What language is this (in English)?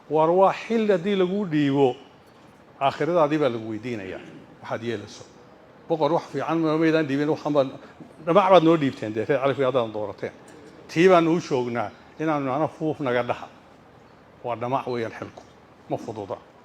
Somali